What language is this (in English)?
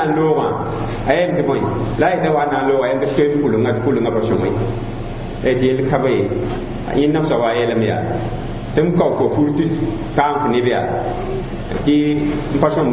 Mossi